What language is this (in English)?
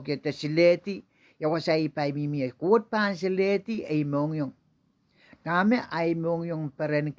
Pohnpeian